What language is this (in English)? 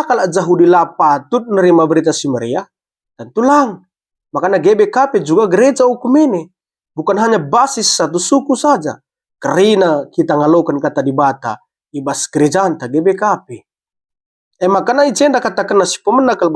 Batak Karo